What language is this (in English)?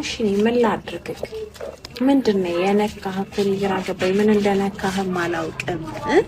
Amharic